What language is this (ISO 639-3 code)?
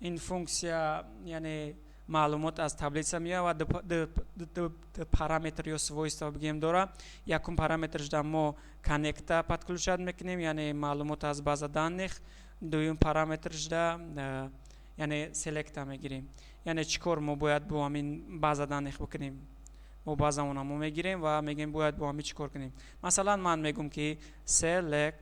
tgk